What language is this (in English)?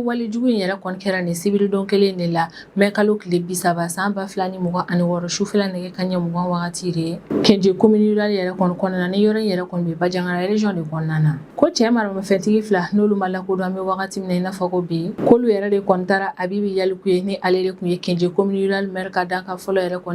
Bambara